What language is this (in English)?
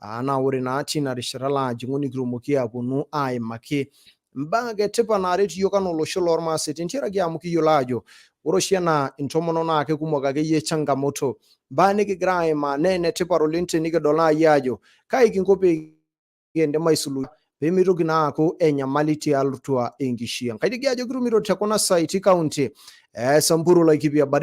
Masai